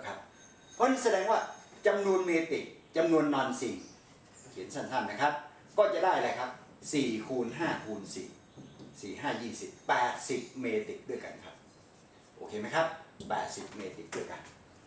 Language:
Thai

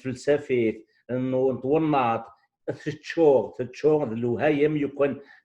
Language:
Kabyle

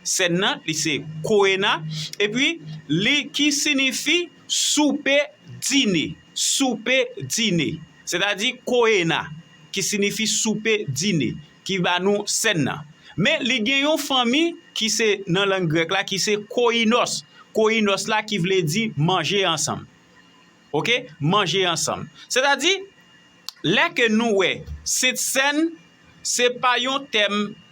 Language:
Haitian Creole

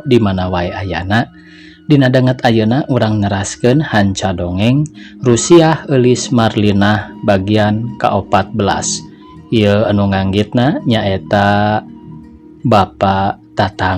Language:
Sundanese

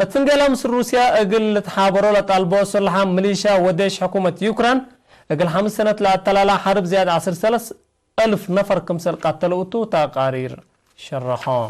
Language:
Tigre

